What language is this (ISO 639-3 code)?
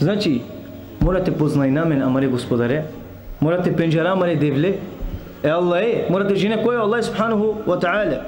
rmn